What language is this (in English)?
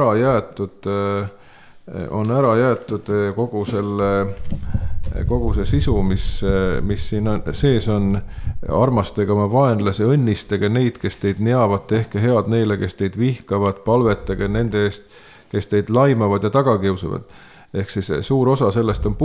Estonian